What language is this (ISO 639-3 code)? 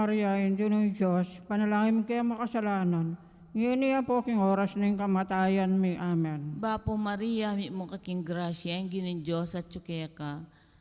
pam